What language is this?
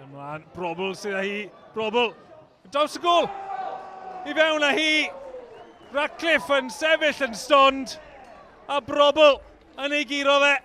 Welsh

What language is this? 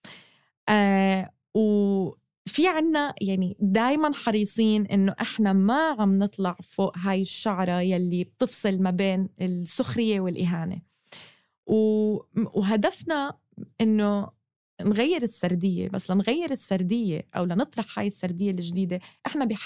North Levantine Arabic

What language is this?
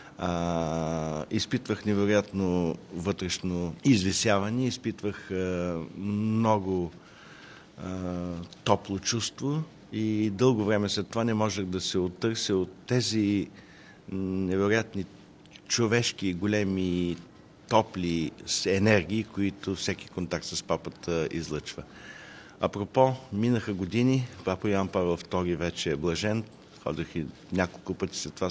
Bulgarian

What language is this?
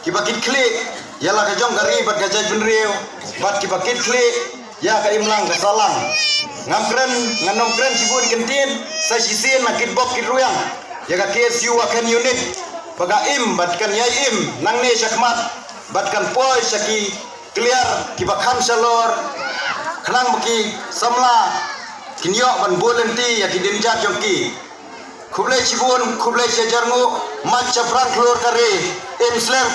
Khasi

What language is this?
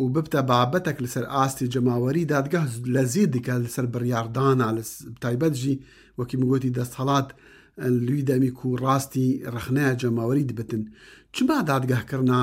Kurdish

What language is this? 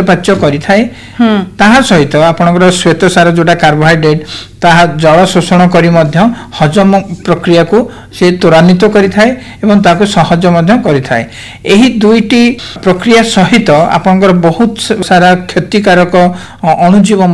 Odia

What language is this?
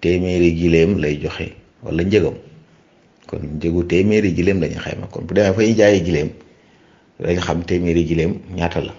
Wolof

